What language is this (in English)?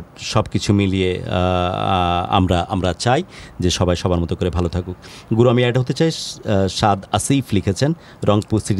Bangla